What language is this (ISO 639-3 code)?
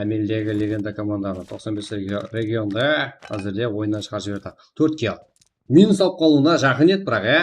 kaa